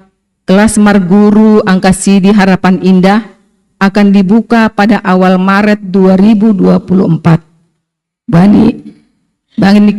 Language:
Batak Simalungun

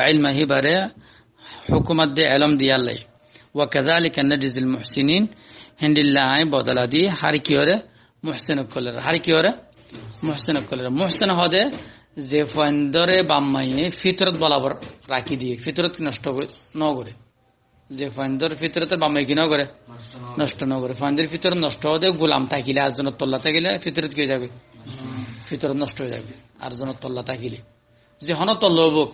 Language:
Rohingya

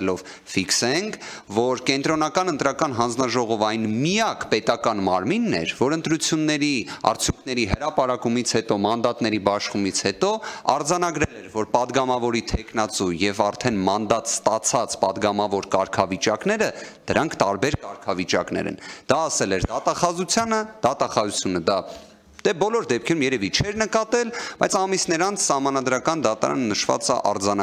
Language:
Armenian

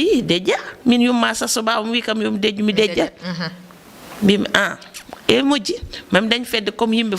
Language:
Fula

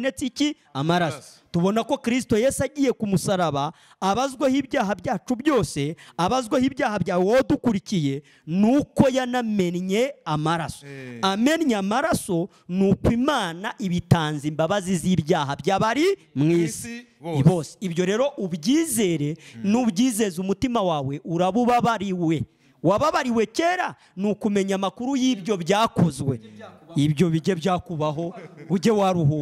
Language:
Kinyarwanda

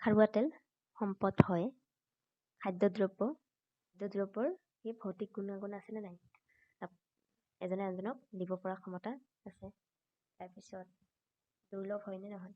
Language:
Assamese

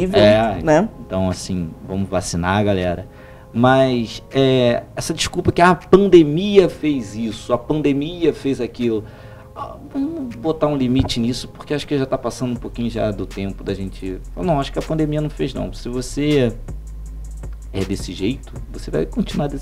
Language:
Portuguese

